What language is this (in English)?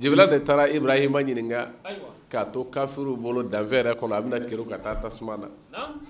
Bambara